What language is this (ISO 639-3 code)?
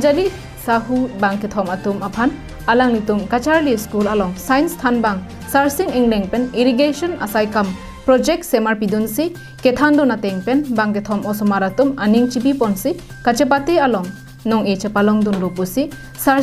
mjw